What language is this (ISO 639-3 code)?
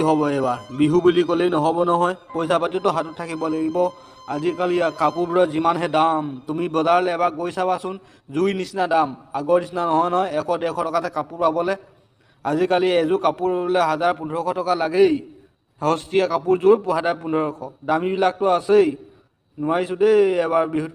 asm